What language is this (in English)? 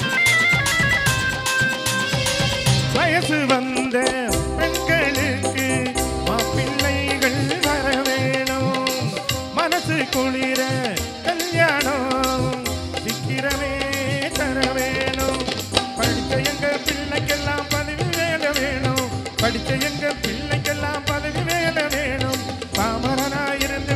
Tamil